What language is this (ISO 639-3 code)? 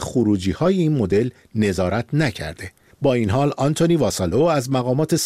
fas